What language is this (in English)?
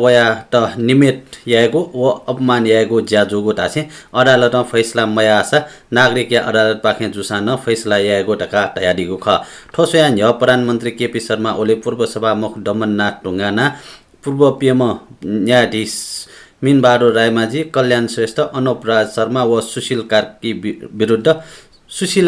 Newari